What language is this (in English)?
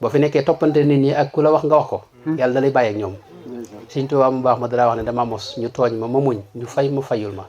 Wolof